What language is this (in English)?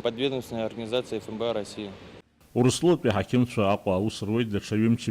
Abkhazian